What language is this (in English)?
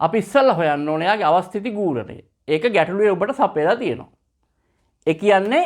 Sinhala